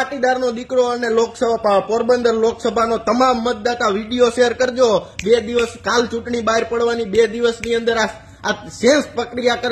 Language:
Gujarati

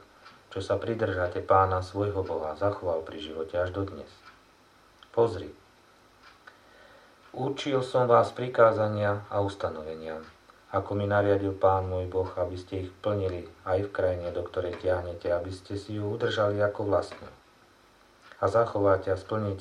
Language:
Slovak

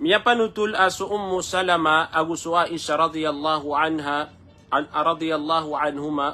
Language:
Maranao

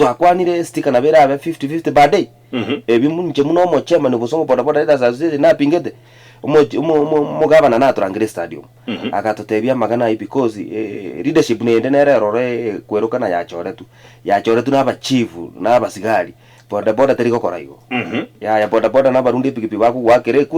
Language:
Gusii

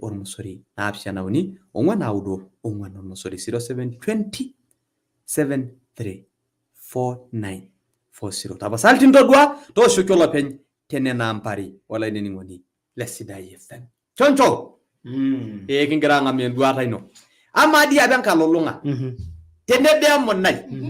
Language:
Masai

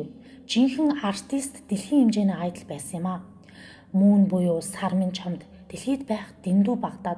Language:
Mongolian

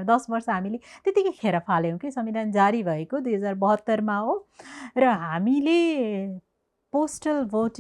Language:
Nepali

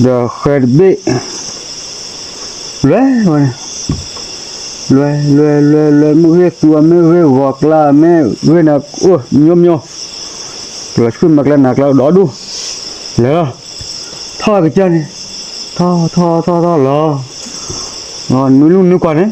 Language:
S'gaw Karen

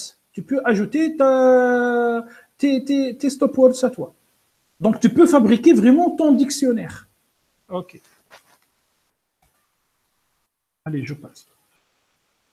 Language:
French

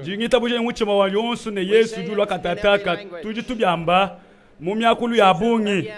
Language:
Luba-Lulua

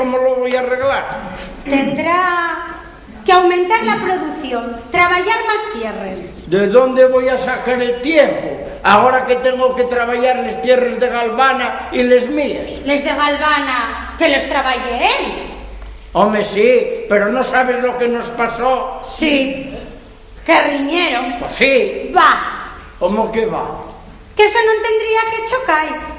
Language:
Asturian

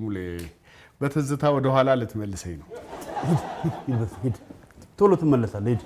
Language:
Amharic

